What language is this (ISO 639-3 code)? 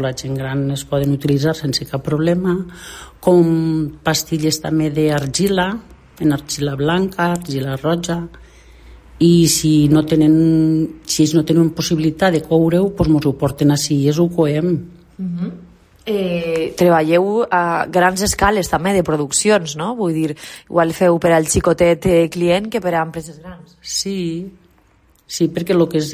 cat